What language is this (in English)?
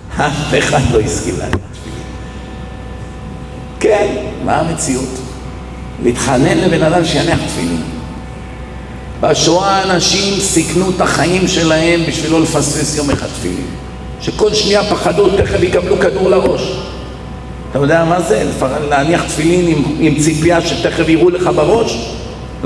Hebrew